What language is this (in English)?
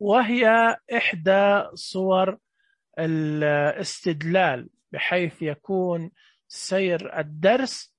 Najdi Arabic